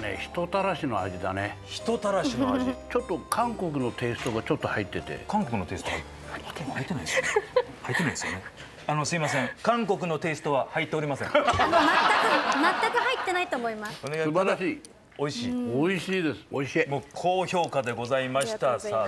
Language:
Japanese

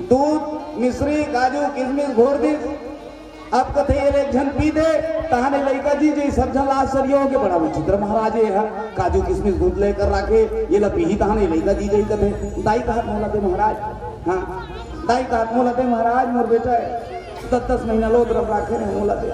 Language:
Chhattisgarhi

